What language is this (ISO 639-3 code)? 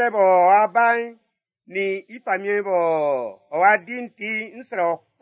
bci